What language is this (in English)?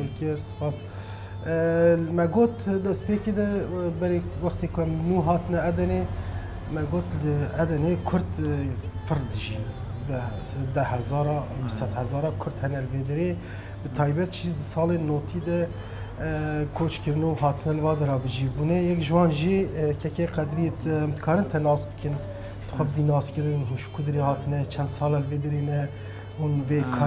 Kurdish